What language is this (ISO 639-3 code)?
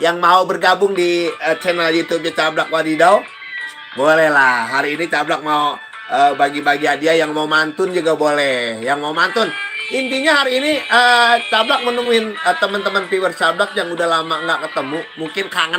bew